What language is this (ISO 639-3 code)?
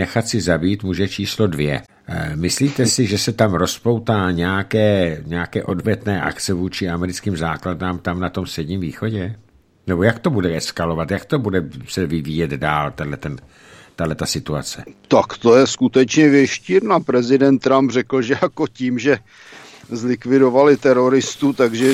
ces